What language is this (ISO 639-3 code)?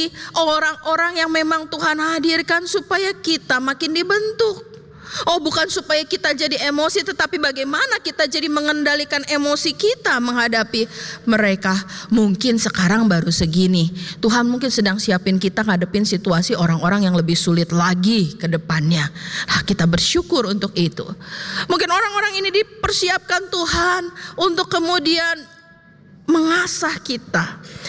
ind